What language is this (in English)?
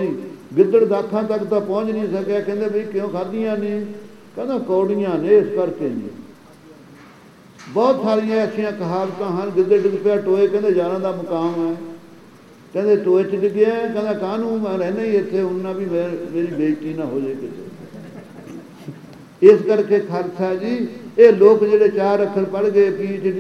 Punjabi